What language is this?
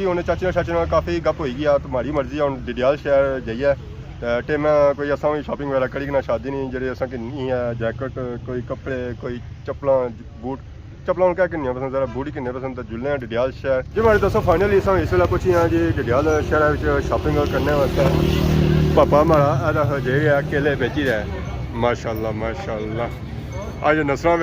Pahari-Potwari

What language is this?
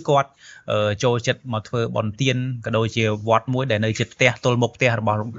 Khmer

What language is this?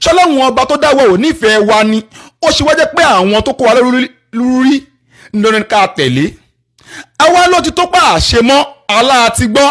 Yoruba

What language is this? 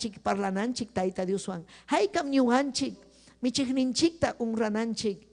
Ayacucho Quechua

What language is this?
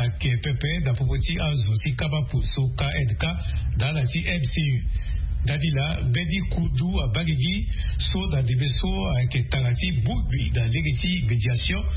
Sango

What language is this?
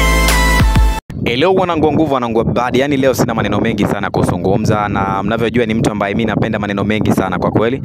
Swahili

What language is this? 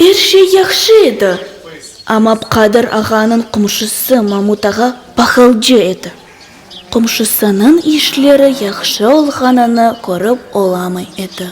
Crimean Tatar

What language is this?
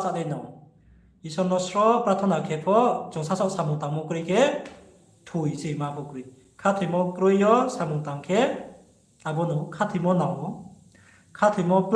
Riang (India)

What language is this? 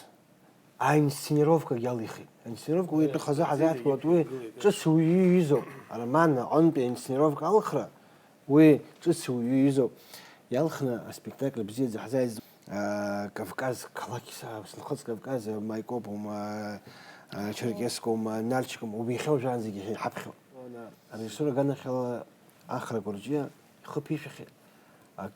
Abkhazian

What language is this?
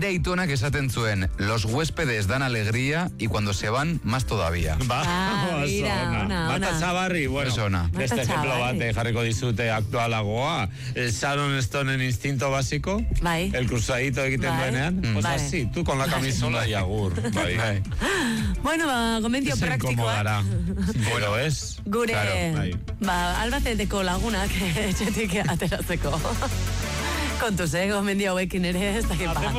Basque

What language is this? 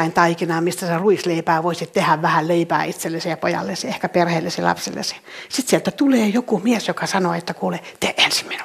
Finnish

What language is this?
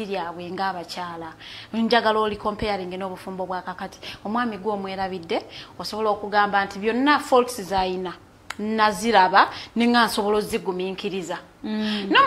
Ganda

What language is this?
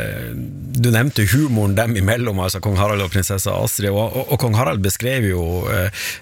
Norwegian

